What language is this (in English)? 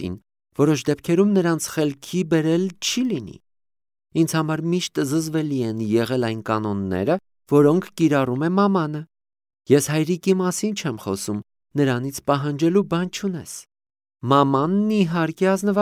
Armenian